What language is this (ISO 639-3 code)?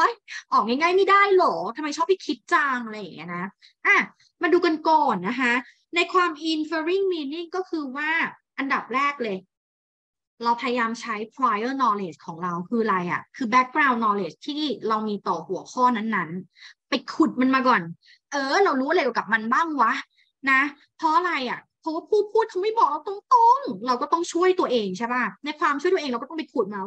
tha